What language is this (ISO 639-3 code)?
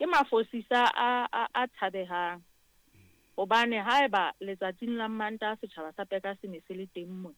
sot